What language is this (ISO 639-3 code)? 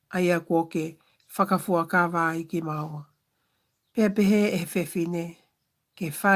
ton